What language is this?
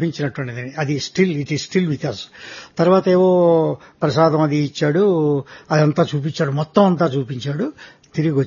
Telugu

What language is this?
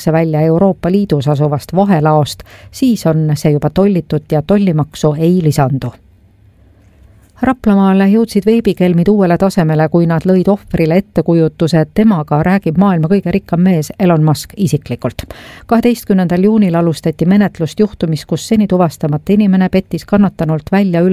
Estonian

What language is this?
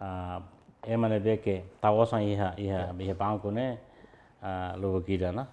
Tetum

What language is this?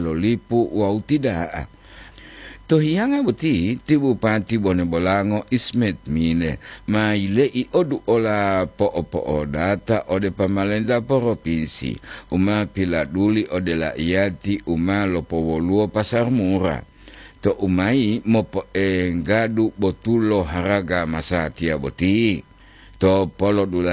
Gorontalo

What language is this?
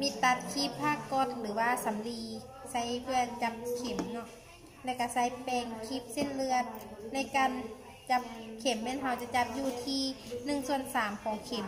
Lao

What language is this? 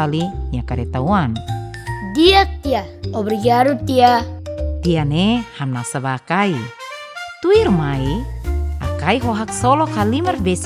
Tetum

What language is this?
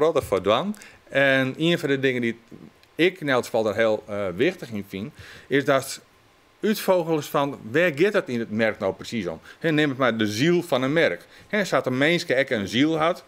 Western Frisian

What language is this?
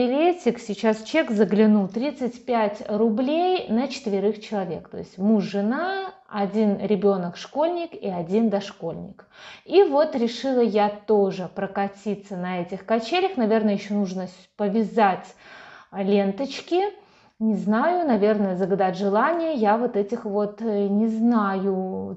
Russian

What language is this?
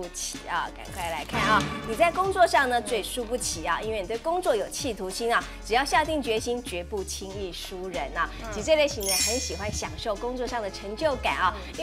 Chinese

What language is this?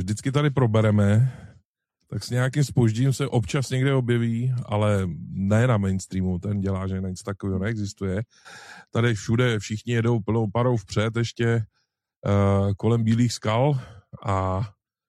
Czech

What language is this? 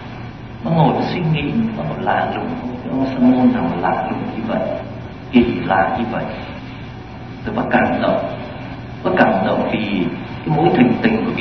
Vietnamese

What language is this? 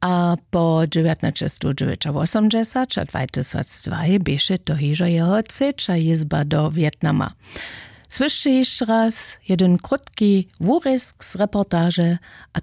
Upper Sorbian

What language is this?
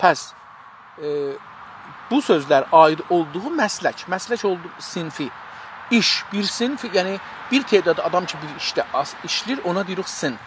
South Azerbaijani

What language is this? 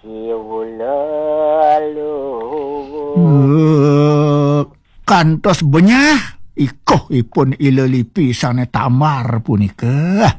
Balinese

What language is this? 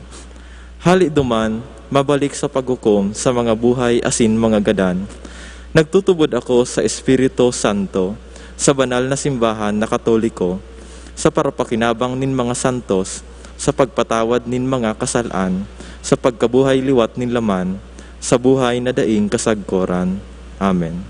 Bikol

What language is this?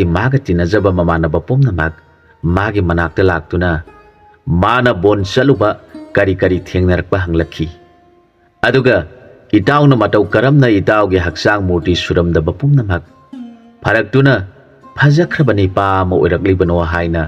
Manipuri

